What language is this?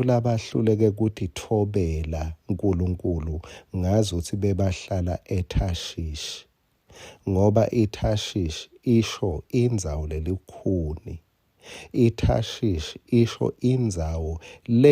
Swati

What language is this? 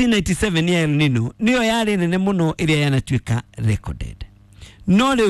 Kikuyu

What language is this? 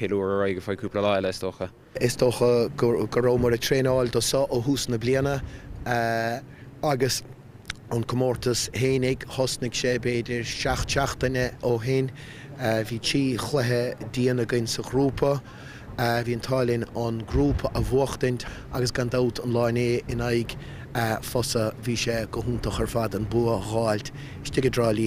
Irish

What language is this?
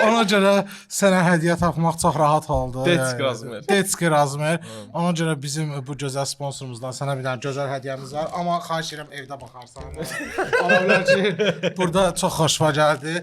Azerbaijani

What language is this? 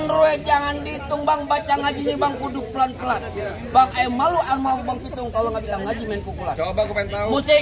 Betawi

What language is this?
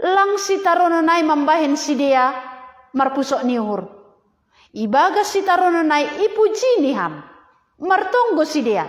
Batak Simalungun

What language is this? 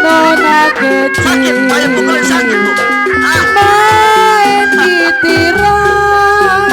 Betawi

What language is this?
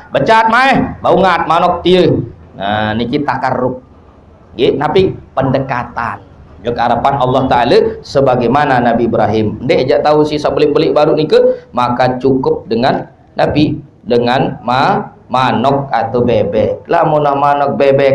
Sasak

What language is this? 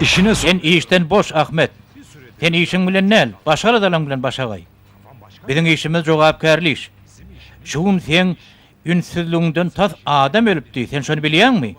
Turkmen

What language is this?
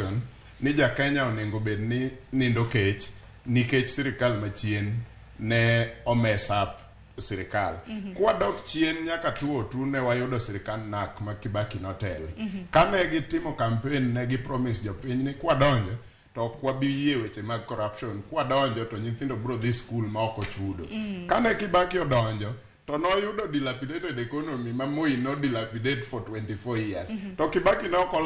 Luo (Kenya and Tanzania)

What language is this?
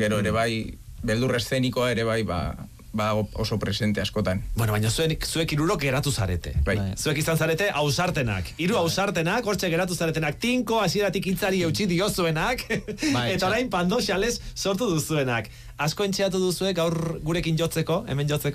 Basque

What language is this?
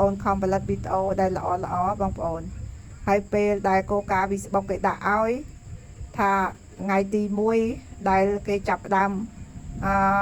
Khmer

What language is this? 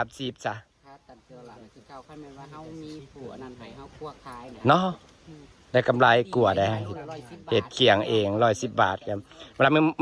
Northeastern Thai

